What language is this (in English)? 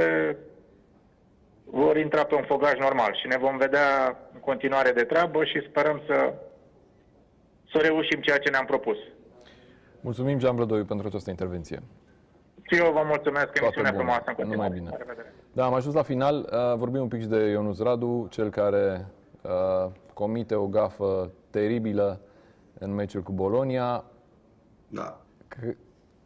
Romanian